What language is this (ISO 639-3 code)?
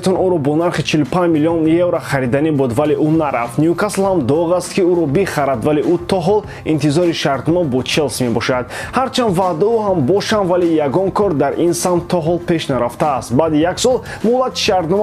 tgk